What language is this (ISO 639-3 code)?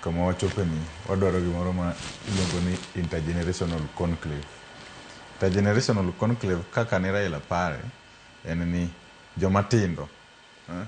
luo